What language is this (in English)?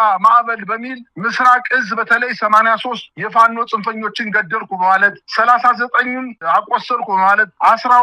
Amharic